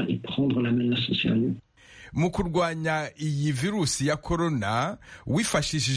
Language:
Kinyarwanda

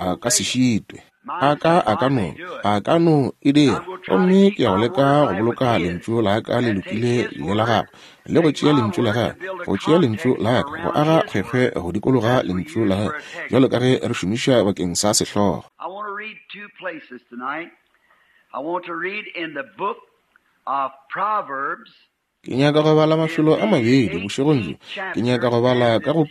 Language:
Northern Sotho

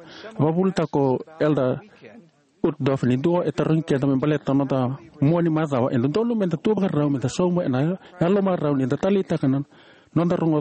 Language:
Fijian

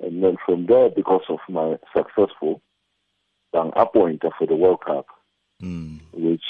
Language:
Tswana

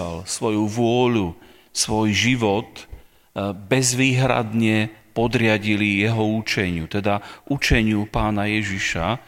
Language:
Slovak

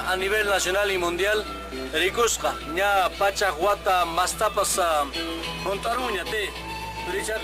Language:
Quechua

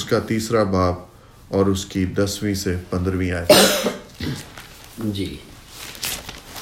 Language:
Urdu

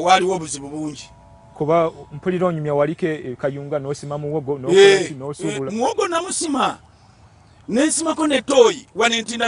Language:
Ganda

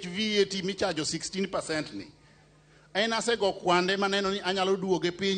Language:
Luo (Kenya and Tanzania)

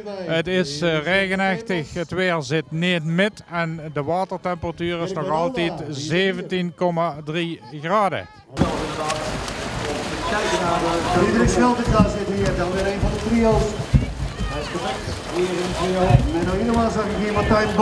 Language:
Dutch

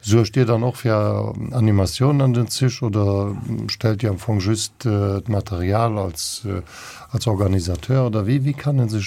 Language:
Luxembourgish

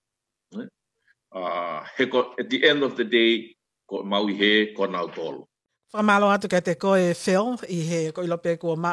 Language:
Tongan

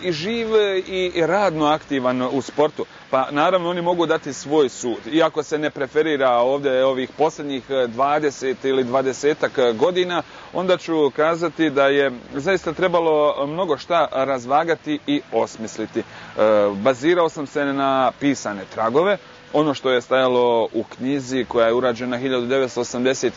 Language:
Bosnian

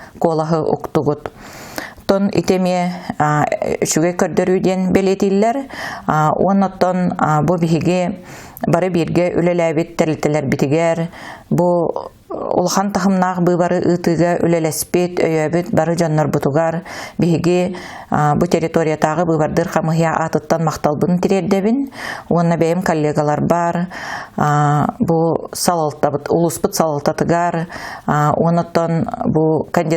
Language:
Yakut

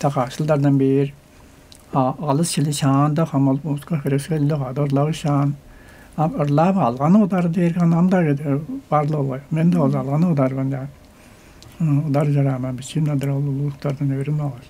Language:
Tuvinian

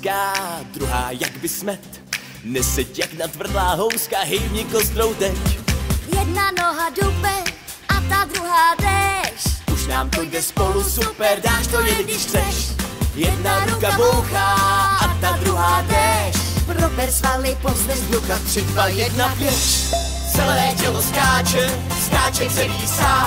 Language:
Czech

